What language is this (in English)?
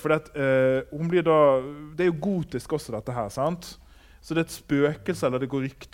Norwegian